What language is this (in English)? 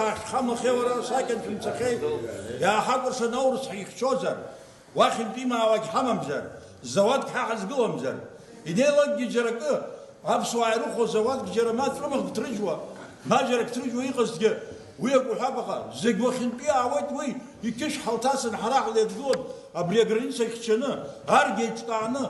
Abkhazian